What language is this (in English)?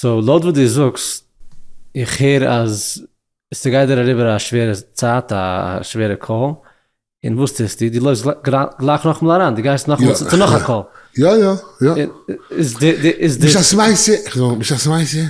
Yiddish